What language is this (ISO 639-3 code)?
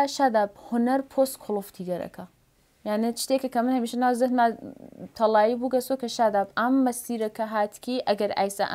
ckb